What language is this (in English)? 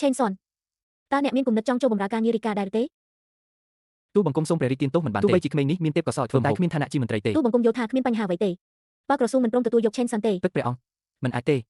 Khmer